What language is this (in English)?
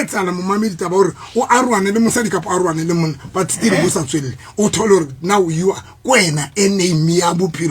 Southern Sotho